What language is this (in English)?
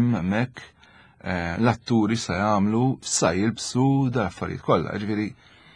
Maltese